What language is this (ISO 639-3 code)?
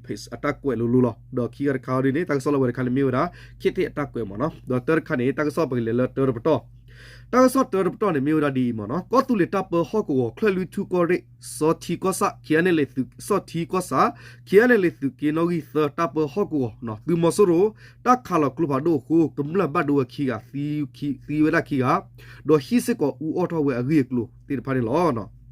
ksw